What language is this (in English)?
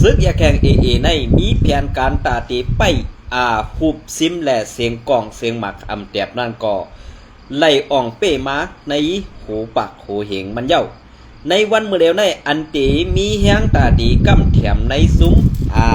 Shan